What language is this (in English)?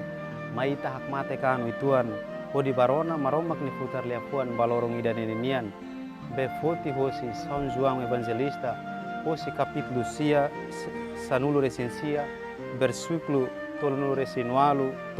Tetum